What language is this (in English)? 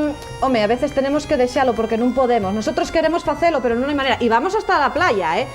Asturian